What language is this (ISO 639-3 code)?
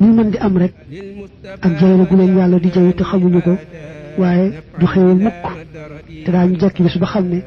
wol